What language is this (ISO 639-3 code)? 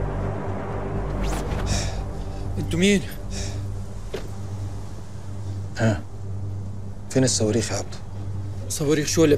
arz